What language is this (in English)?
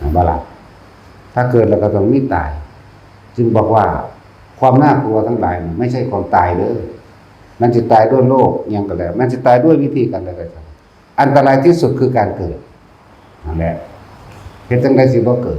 Northeastern Thai